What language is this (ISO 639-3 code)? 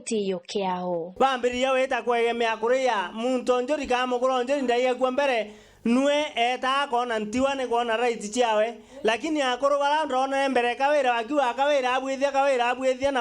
mer